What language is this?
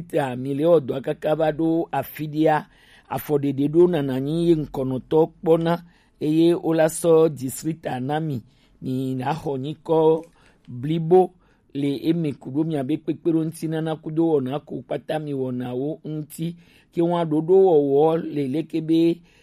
Gen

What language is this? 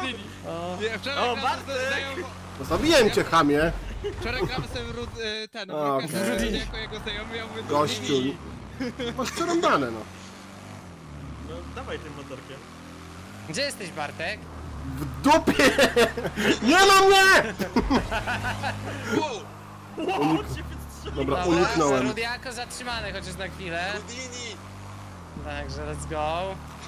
Polish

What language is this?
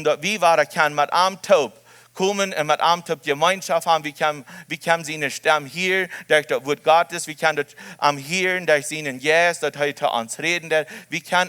Plautdietsch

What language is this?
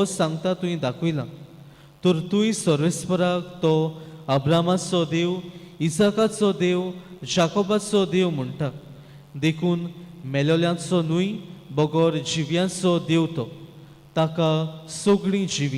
Konkani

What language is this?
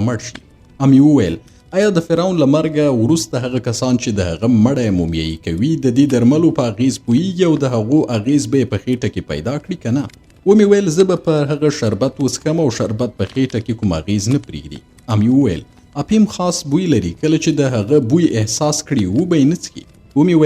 Pashto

